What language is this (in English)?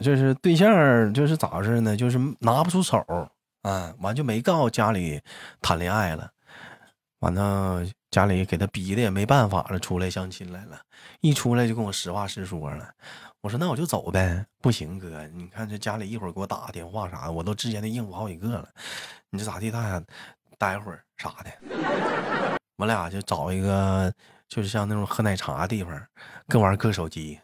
Chinese